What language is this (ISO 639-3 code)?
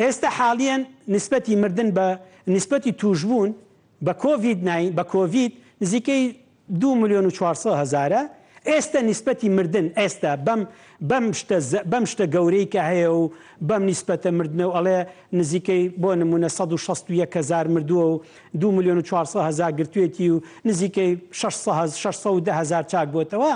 ckb